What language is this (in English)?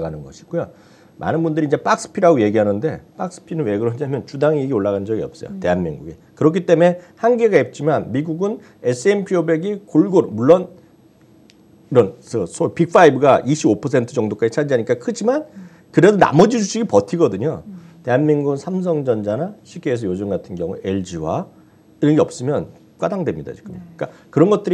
Korean